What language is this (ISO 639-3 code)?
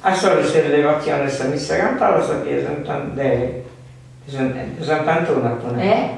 srd